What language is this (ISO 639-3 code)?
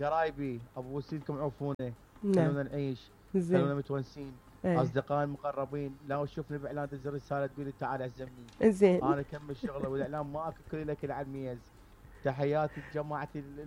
acm